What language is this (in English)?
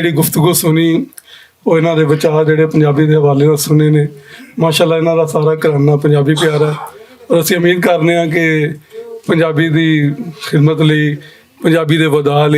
Western Panjabi